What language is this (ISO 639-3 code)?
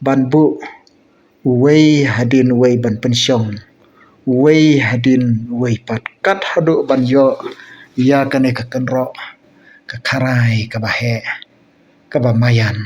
kha